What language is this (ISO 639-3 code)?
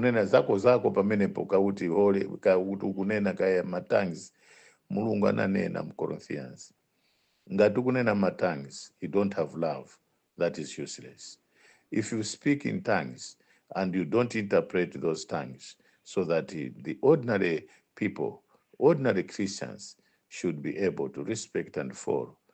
nya